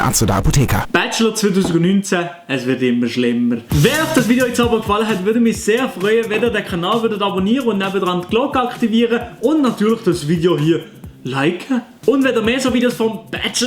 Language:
Swiss German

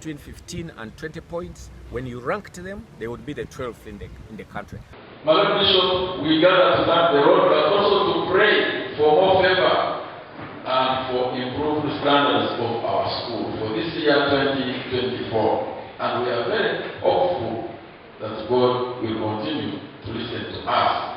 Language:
Nyankole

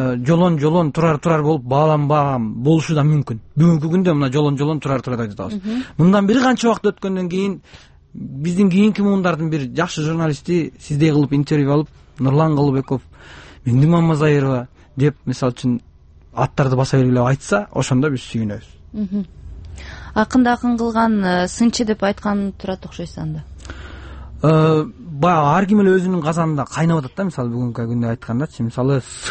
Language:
Kyrgyz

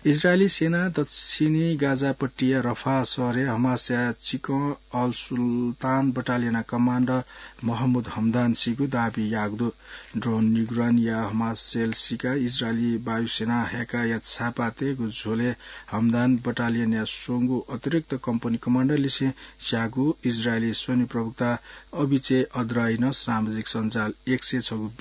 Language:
Newari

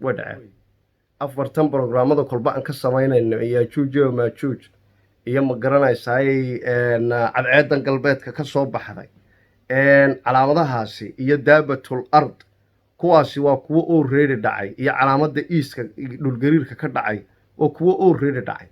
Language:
Somali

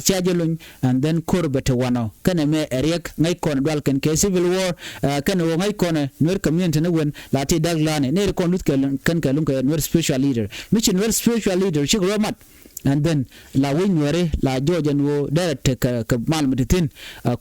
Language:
Nuer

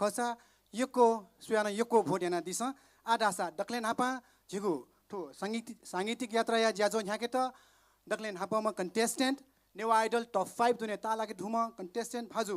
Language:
Newari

